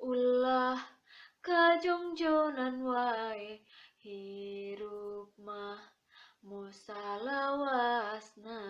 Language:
Sundanese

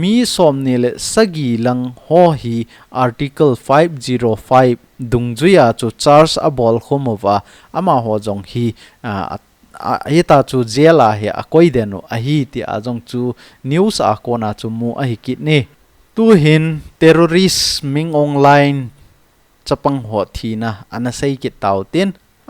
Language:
Thado Chin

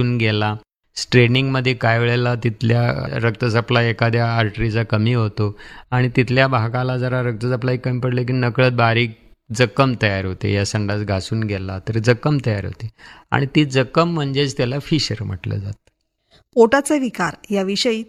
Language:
Marathi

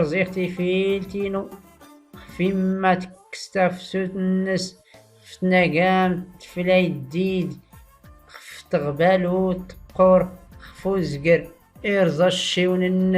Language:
Tachelhit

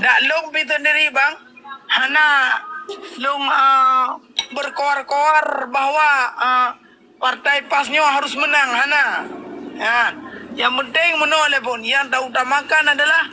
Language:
Achinese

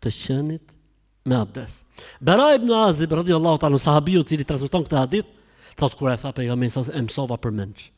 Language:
Albanian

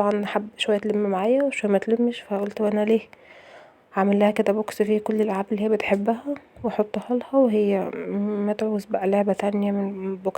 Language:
Egyptian Arabic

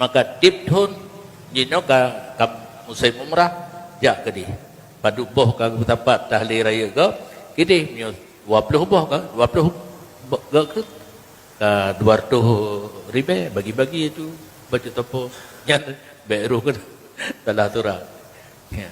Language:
Achinese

